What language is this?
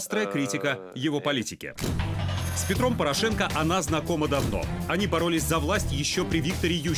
Russian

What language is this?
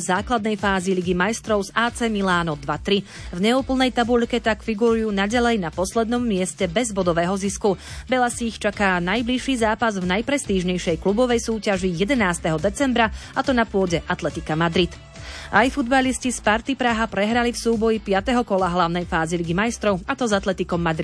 Slovak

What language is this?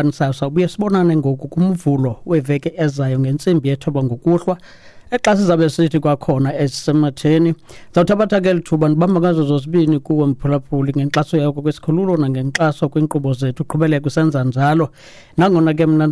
Xhosa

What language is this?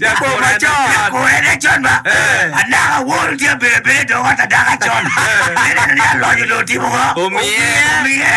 Acoli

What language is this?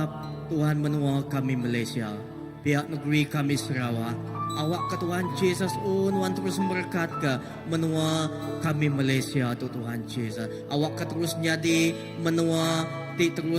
Iban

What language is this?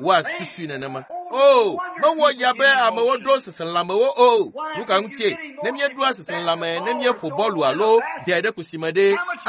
Ewe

